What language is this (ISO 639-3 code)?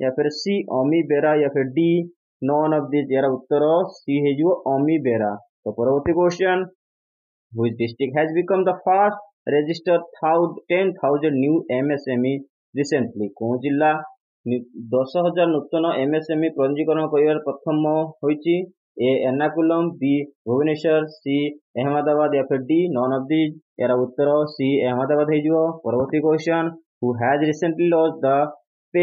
ori